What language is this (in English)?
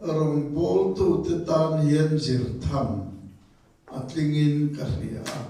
Mizo